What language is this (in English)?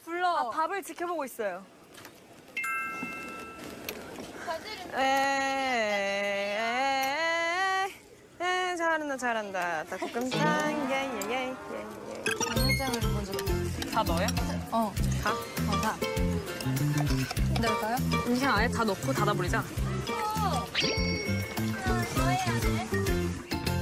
Korean